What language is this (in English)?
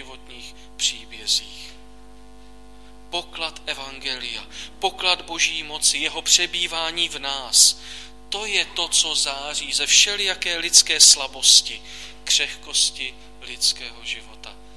Czech